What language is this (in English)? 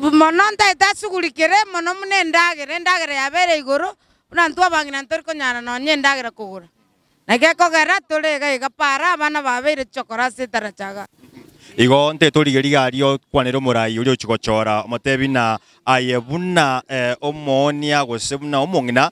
Gusii